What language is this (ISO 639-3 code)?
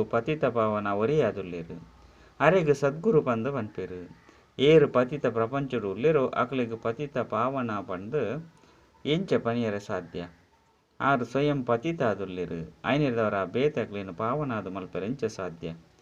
tcy